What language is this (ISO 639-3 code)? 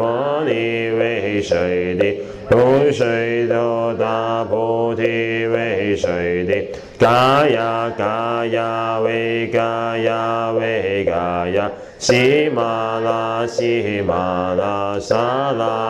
zho